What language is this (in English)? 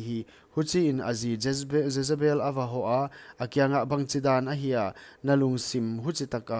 Paite Chin